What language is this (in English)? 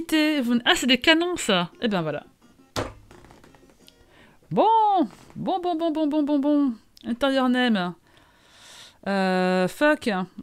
French